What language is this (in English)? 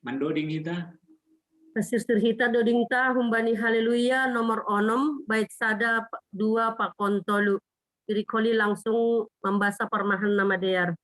Batak Simalungun